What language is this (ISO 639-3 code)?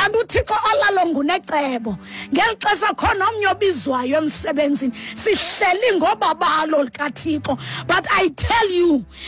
xho